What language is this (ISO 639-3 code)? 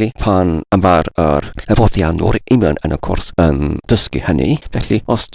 cym